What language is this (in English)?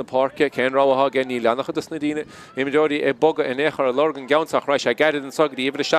Irish